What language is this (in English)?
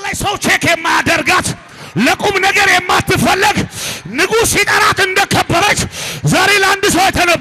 Amharic